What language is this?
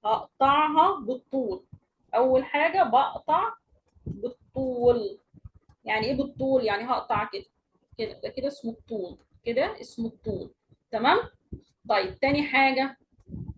Egyptian Arabic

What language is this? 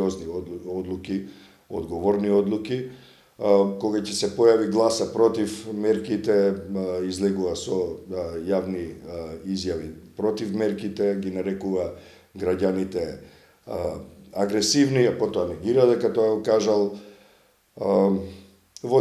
Macedonian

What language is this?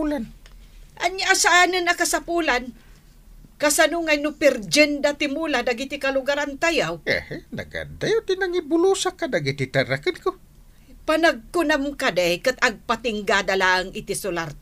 Iloko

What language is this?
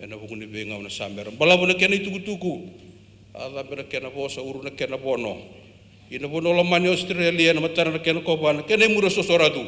Fijian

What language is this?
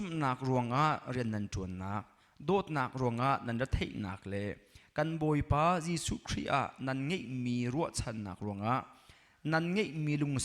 Hakha Chin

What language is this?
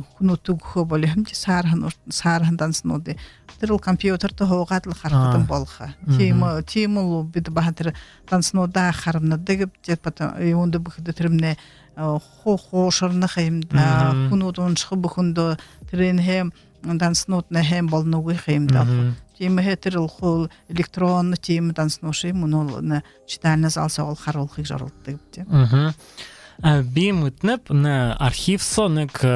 Buriat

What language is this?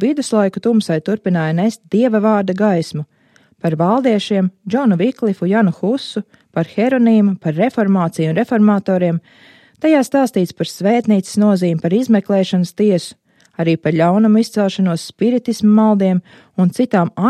Latvian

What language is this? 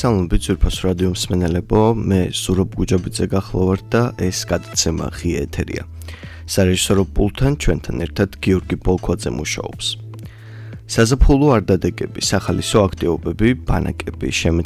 Georgian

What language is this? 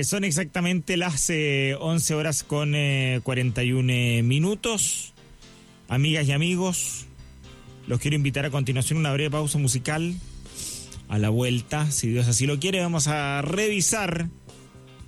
Spanish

